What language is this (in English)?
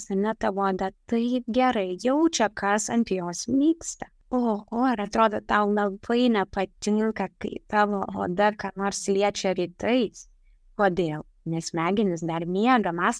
Lithuanian